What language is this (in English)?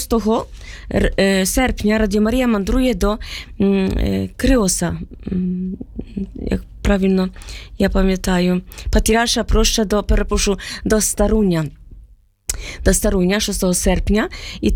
Ukrainian